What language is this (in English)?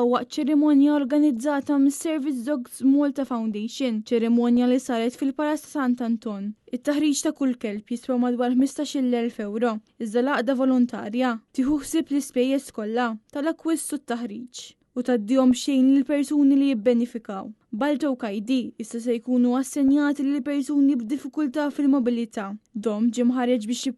Maltese